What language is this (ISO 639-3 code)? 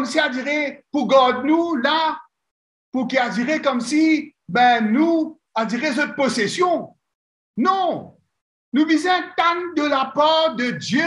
mfe